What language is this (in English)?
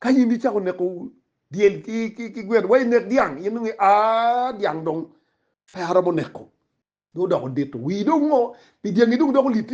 Acoli